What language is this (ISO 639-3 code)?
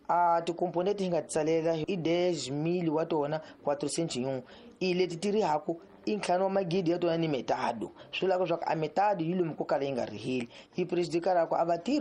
tso